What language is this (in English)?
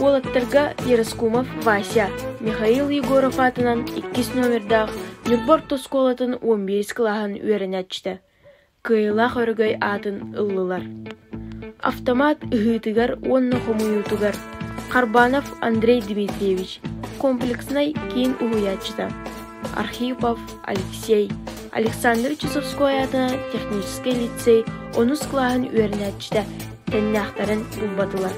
Yakut